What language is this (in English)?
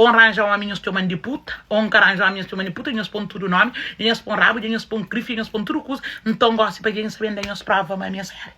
Kabuverdianu